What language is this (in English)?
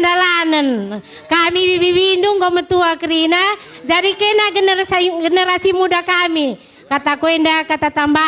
Batak Karo